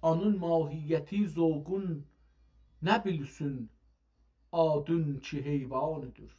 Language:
South Azerbaijani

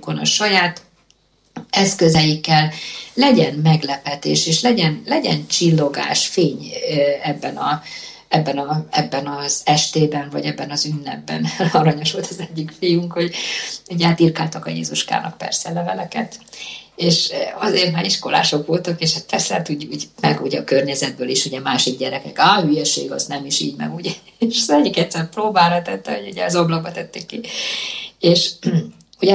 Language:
Hungarian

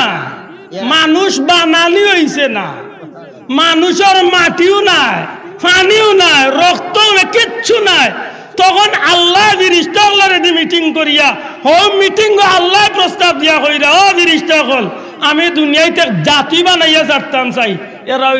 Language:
Sylheti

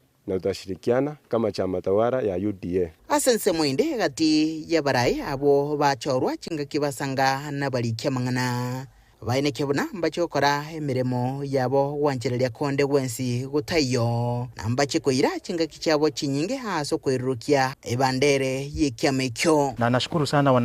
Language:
Gusii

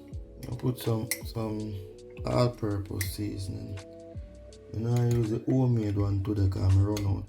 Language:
Jamaican Creole English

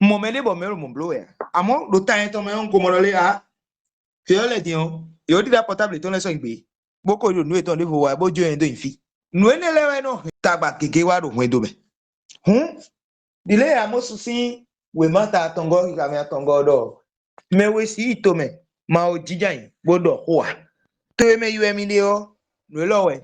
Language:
Fon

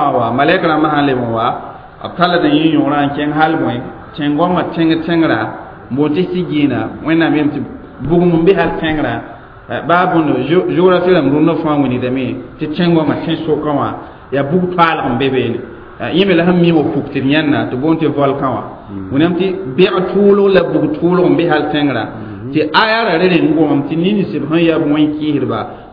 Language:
Mossi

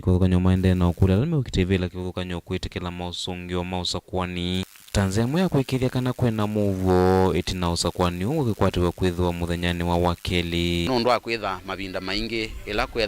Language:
Kamba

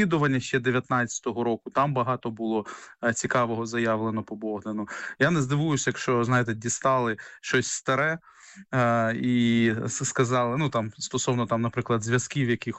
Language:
Ukrainian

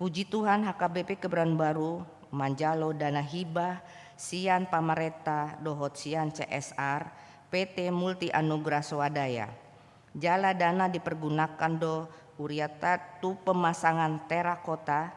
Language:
Batak Toba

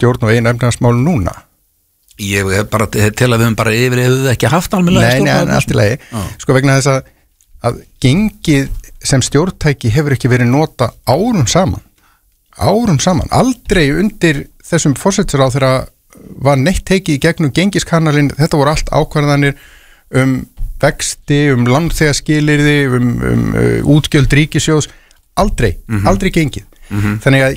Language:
Icelandic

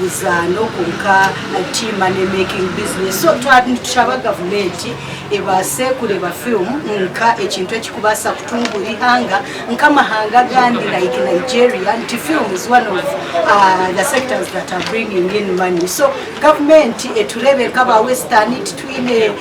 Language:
Nyankole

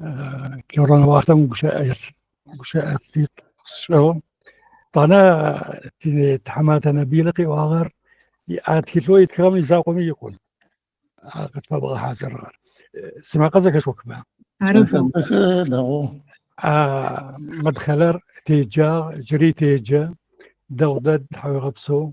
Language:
Adyghe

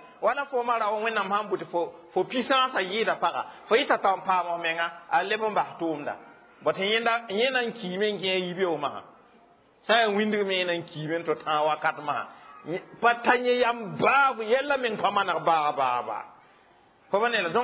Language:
Mossi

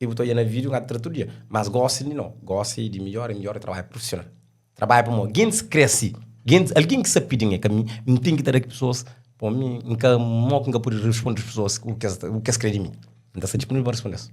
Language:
Kabuverdianu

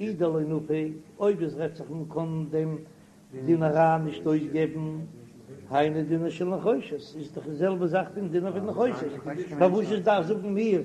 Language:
Yiddish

